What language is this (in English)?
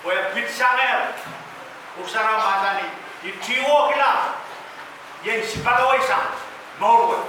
Pohnpeian